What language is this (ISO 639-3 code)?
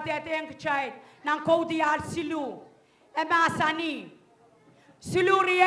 pon